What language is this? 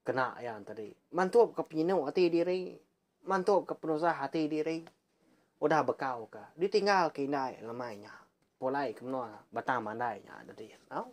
Iban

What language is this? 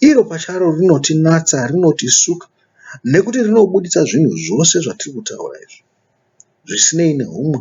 Shona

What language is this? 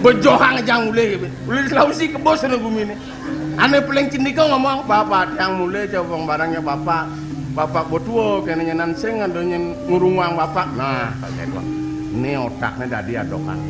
Balinese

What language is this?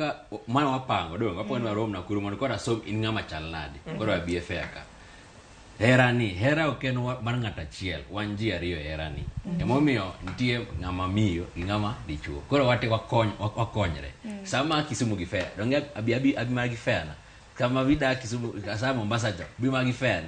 Luo (Kenya and Tanzania)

